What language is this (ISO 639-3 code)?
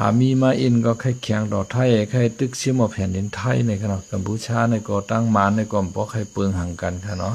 shn